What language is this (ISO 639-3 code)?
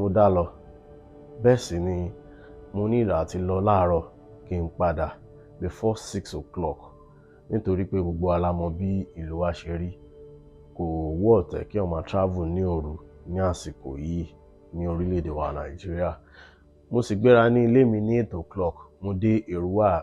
yor